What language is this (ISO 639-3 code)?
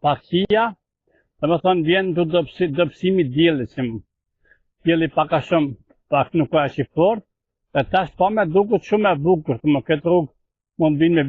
sqi